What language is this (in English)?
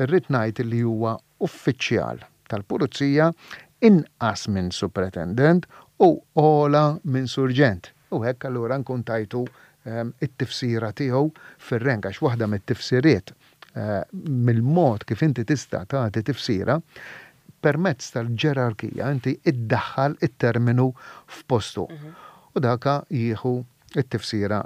Maltese